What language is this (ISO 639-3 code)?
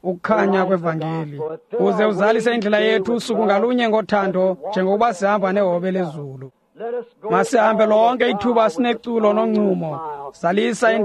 xho